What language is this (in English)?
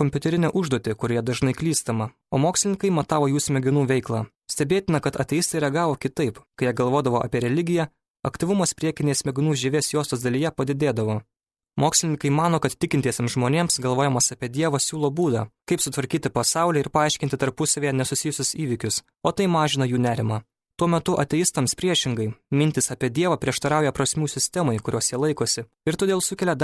Lithuanian